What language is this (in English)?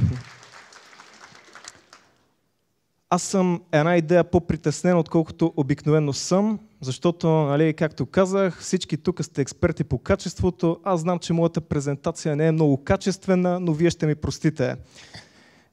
Bulgarian